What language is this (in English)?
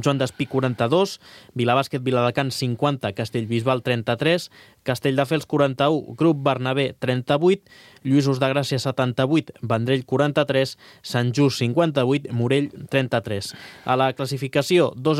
Catalan